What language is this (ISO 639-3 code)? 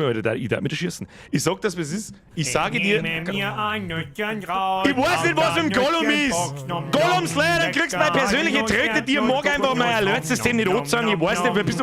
bar